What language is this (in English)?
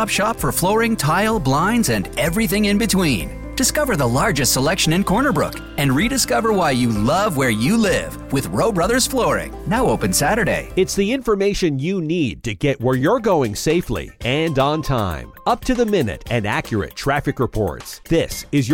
English